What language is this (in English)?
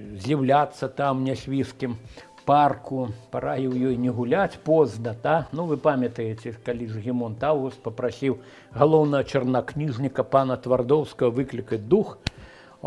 Belarusian